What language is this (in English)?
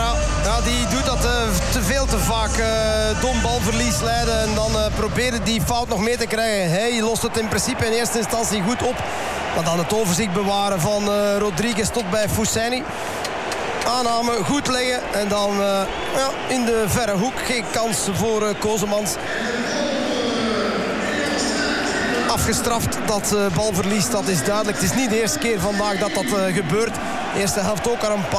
Dutch